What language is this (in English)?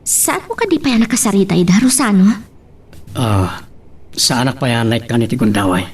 Iloko